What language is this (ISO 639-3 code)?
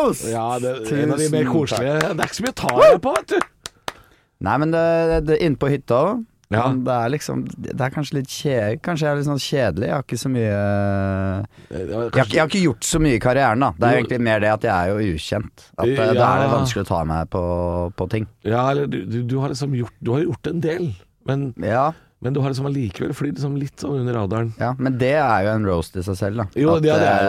nor